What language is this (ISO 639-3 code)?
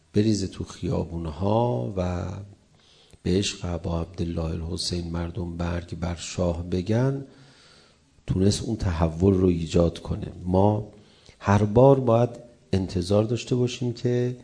fas